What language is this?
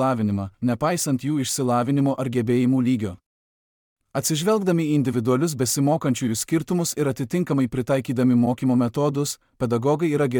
Lithuanian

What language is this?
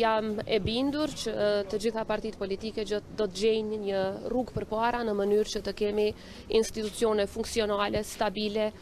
Albanian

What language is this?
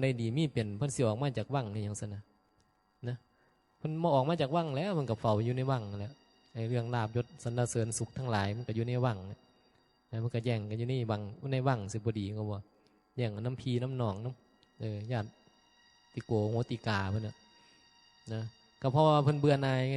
Northeastern Thai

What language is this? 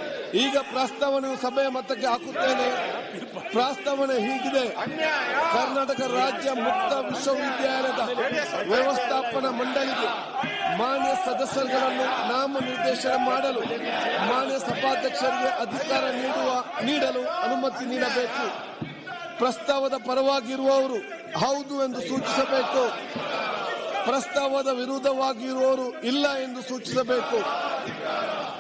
Kannada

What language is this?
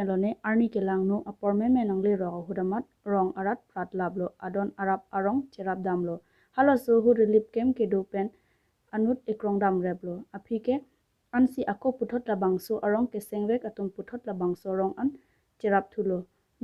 Karbi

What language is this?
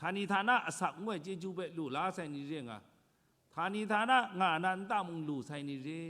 Kachin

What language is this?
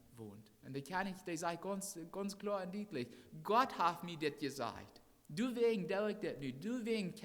Plautdietsch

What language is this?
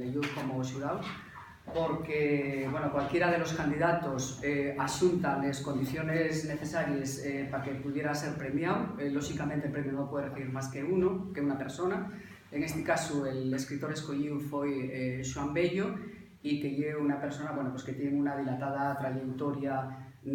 Asturian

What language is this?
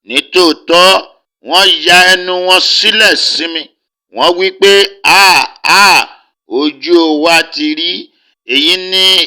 Yoruba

